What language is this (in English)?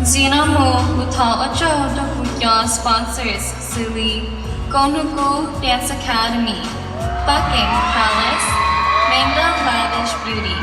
Hmong